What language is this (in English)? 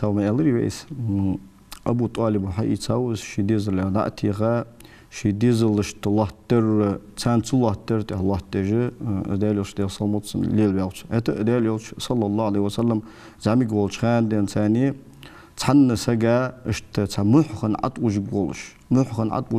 Ingush